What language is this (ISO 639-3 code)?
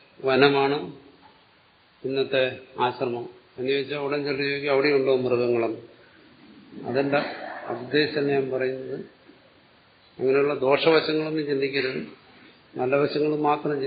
mal